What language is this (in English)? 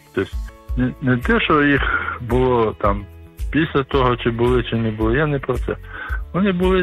Ukrainian